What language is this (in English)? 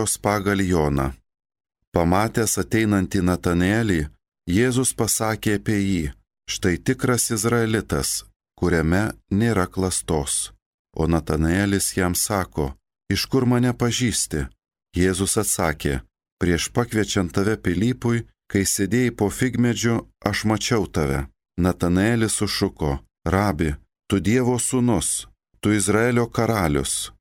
Lithuanian